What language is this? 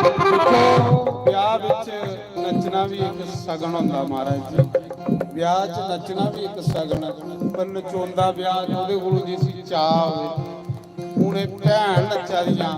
Dogri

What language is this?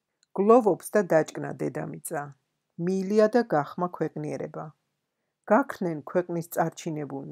Georgian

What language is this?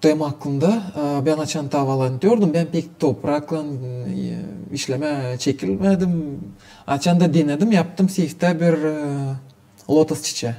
Gagauz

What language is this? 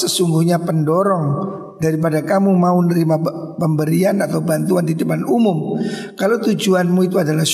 Indonesian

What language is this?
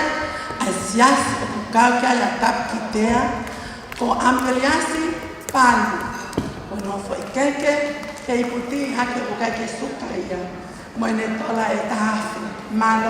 Tongan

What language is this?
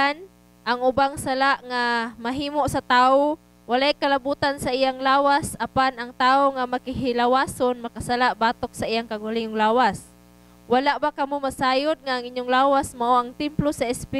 Cebuano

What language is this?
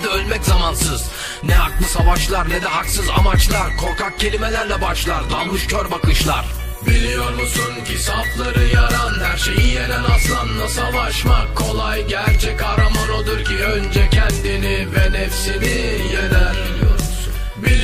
Turkish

